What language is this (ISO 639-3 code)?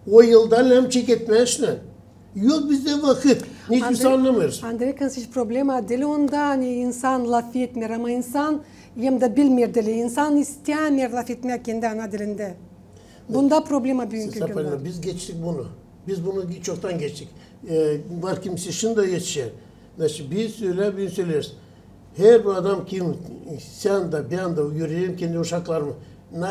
gag